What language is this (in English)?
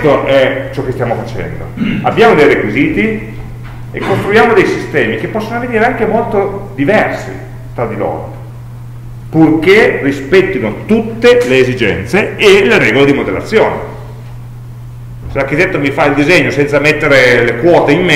Italian